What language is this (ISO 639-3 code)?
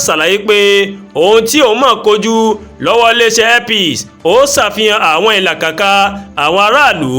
yor